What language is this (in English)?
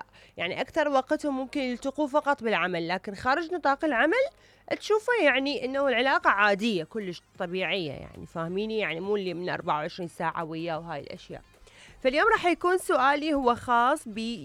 Mesopotamian Arabic